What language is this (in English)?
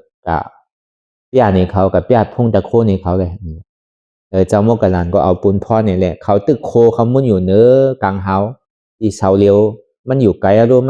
Shan